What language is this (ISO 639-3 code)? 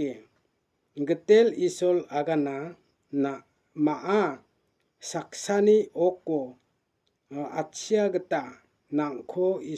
grt